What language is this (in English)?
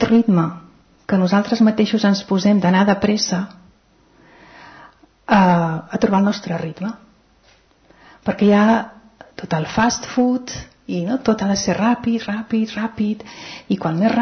Catalan